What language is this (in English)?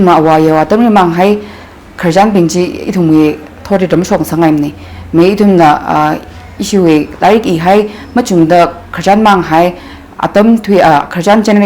Tangkhul Naga (India)